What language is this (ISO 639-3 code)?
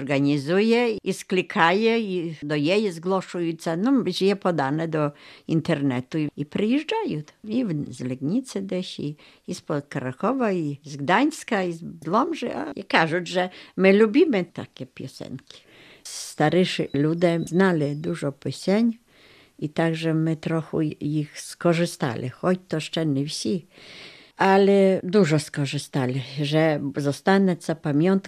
ukr